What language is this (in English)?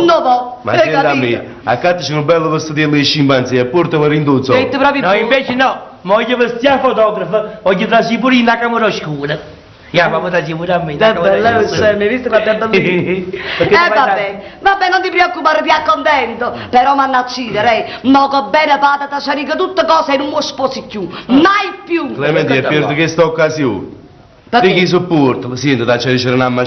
Neapolitan